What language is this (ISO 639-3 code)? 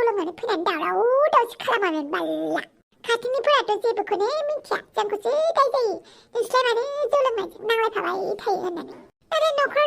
brx